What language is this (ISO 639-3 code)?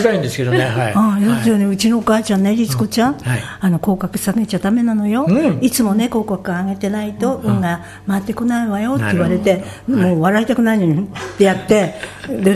jpn